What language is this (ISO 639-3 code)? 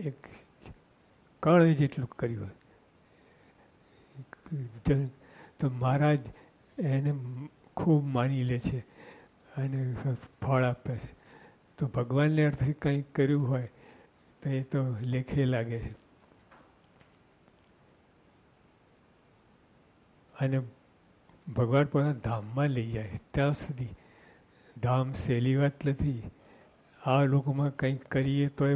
guj